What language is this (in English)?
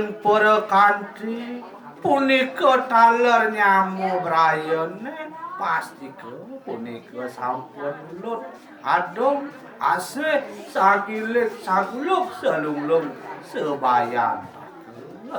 Balinese